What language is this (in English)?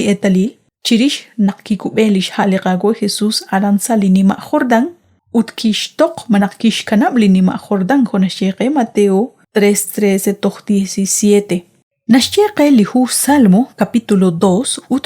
Kekchí